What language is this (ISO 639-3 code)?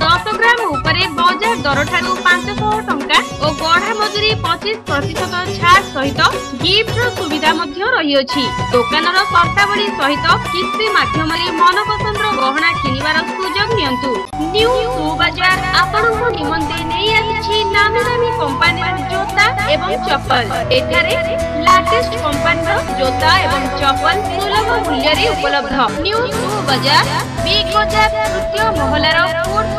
ori